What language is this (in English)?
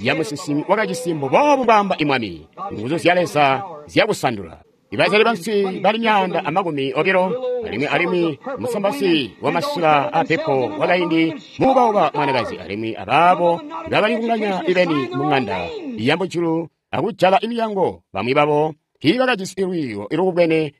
Tonga (Zambia)